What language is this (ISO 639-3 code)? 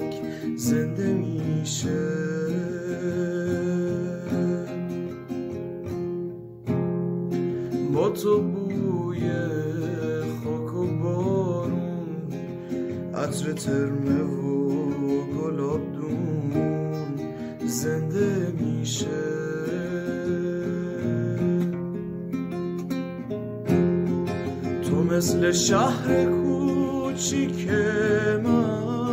fas